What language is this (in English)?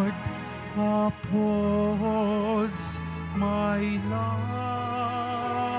Filipino